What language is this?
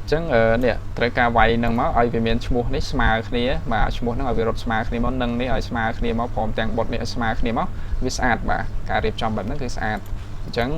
Khmer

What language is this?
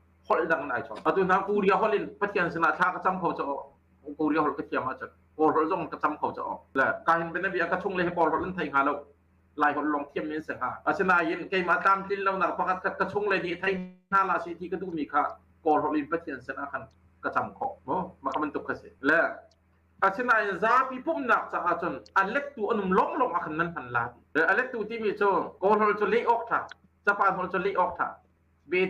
Hakha Chin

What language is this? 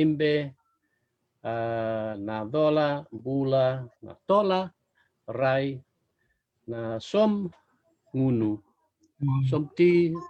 Fijian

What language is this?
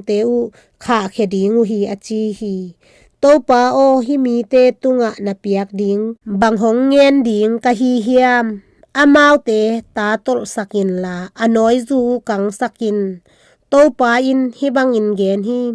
Tedim Chin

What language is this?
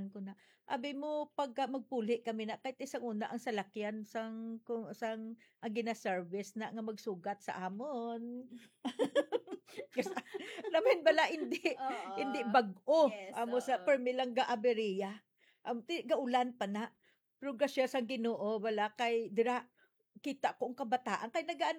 Hiligaynon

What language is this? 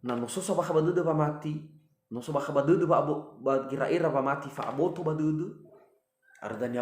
Nias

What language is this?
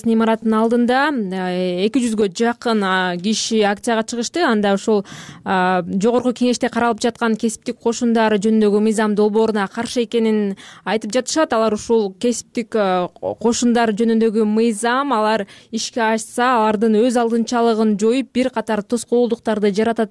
Kyrgyz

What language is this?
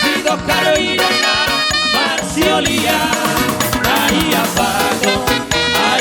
Batak Toba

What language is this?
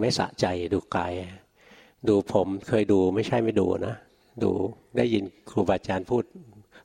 Thai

